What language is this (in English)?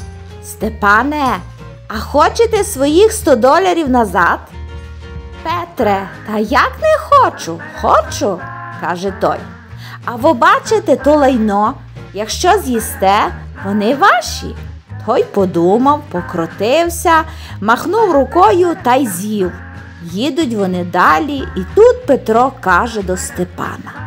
Ukrainian